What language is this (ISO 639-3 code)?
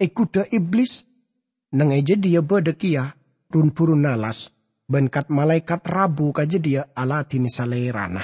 mad